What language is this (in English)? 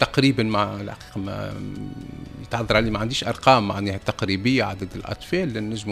Tunisian Arabic